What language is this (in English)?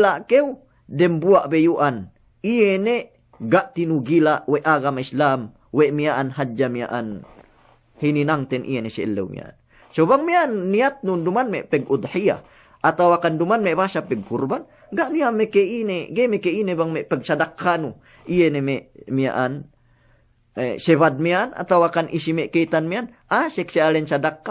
Yakan